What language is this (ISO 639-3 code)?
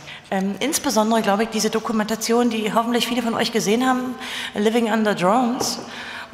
deu